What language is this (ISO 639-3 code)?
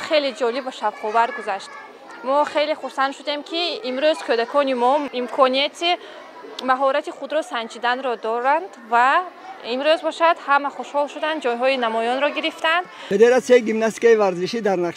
tgk